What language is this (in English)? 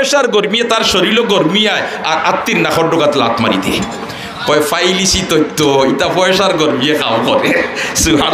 Sylheti